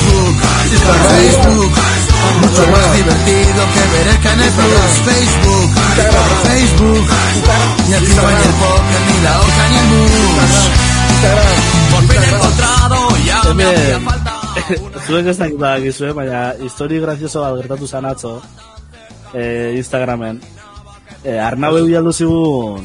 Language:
Basque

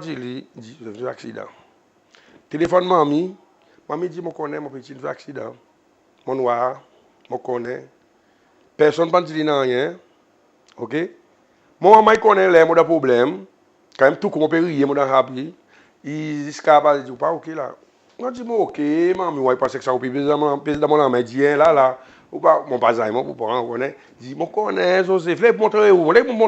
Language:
Seselwa Creole French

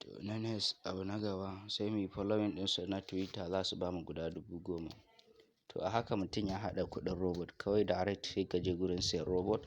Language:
Hausa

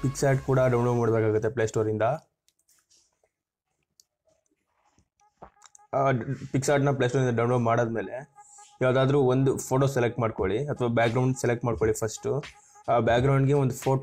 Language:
Kannada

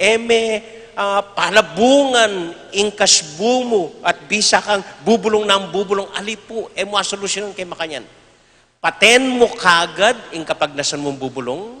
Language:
Pampanga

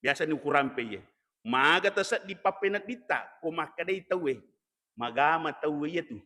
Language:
Buginese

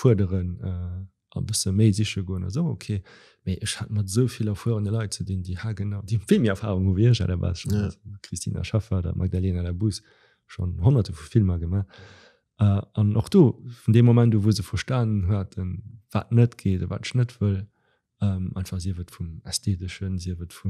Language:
Luxembourgish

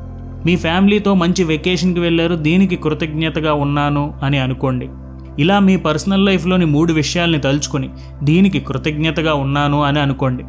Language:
Telugu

